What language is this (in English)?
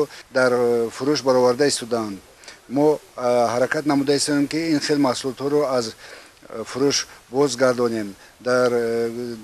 Tajik